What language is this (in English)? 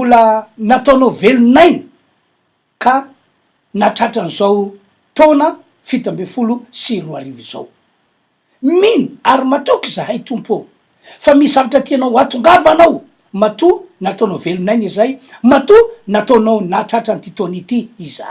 Malagasy